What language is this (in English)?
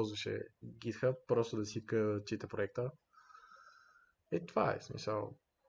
Bulgarian